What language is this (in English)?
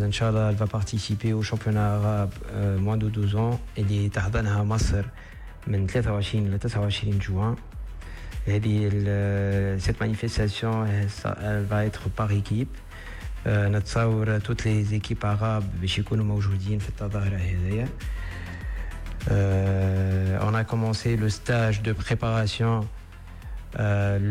Tunisian Arabic